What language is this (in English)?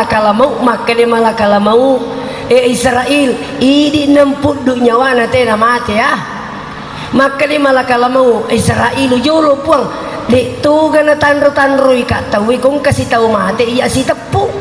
Buginese